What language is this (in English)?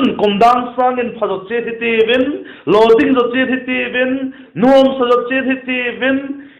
Vaiphei